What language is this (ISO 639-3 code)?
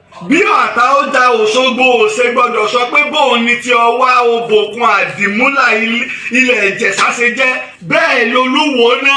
yor